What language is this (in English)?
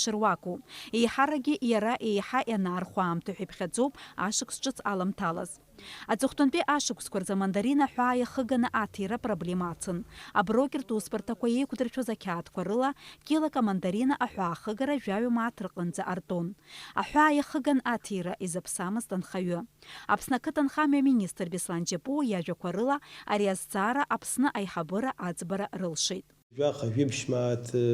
Abkhazian